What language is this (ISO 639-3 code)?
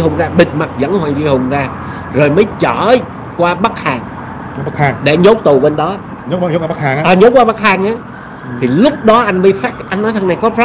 vie